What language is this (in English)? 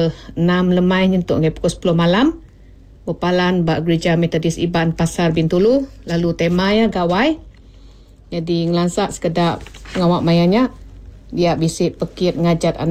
Iban